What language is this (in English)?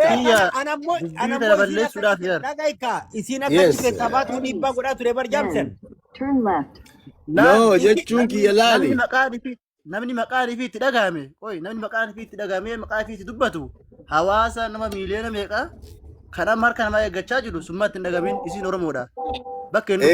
Oromo